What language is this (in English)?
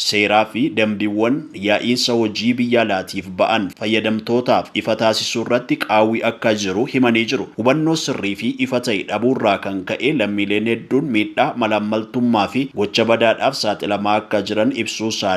Oromo